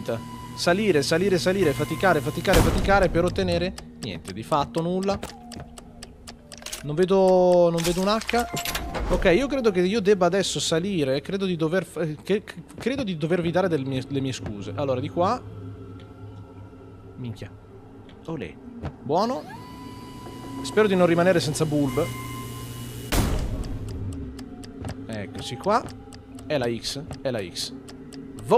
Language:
Italian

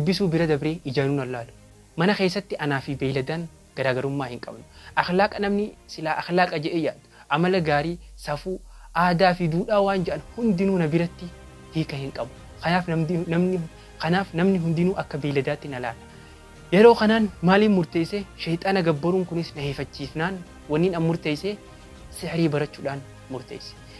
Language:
Oromo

